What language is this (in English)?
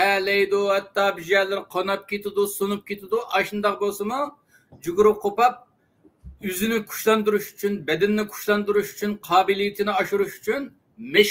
Uyghur